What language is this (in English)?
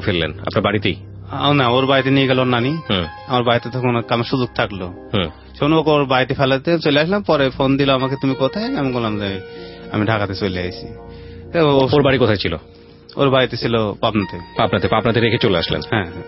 Bangla